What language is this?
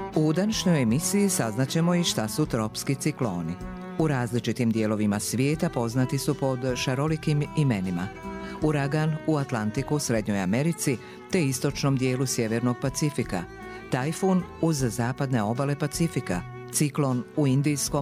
Serbian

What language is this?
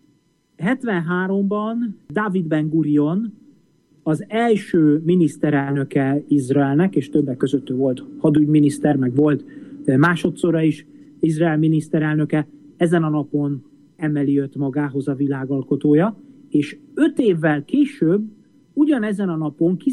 Hungarian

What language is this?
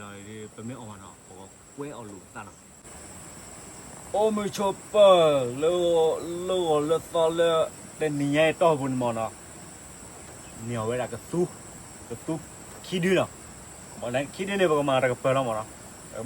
S'gaw Karen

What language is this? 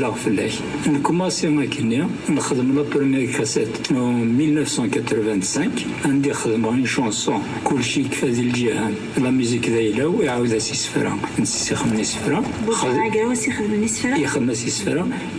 Kabyle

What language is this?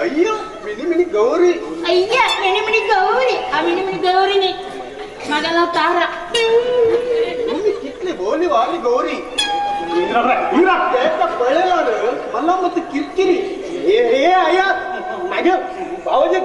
Konkani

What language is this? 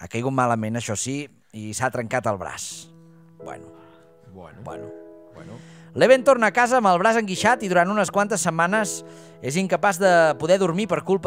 Catalan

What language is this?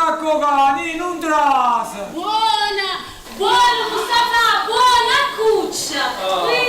Neapolitan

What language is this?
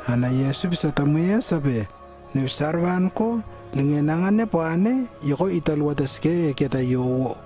Lewo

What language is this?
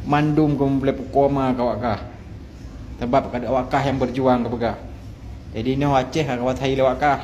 Achinese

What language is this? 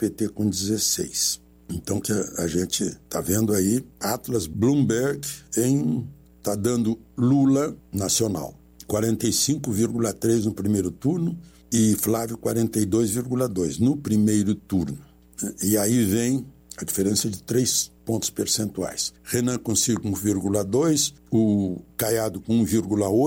Portuguese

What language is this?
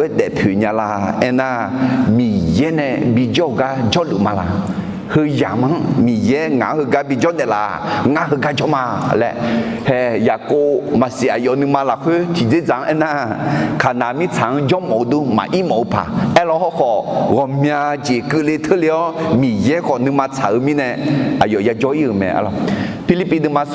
Akha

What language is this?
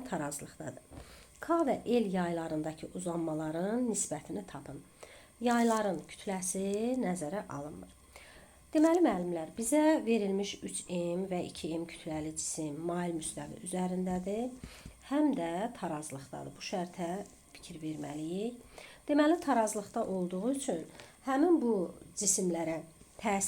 Azerbaijani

